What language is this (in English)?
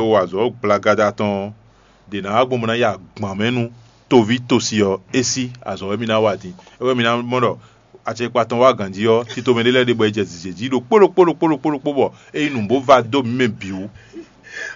Fon